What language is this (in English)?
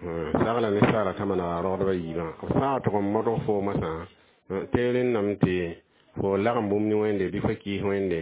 Mossi